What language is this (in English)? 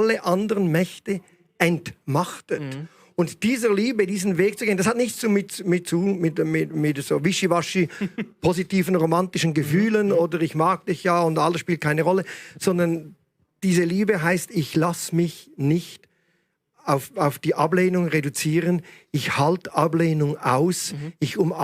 Swiss German